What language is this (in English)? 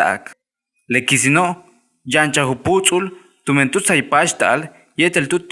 Yucateco